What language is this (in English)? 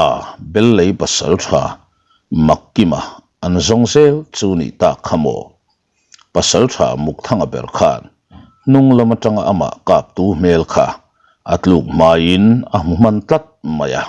Mizo